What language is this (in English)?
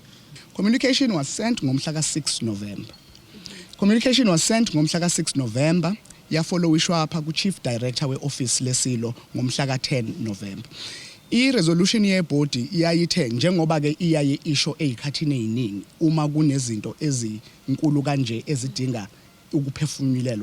Zulu